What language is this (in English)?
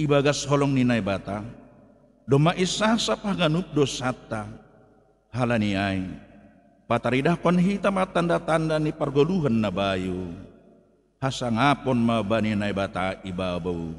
Batak Simalungun